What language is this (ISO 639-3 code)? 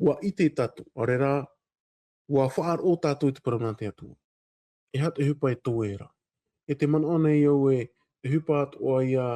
tah